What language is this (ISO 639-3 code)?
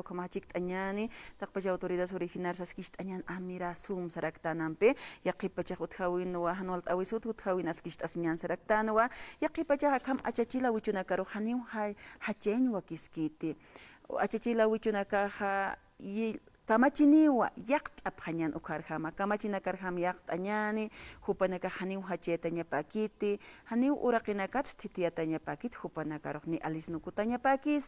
aym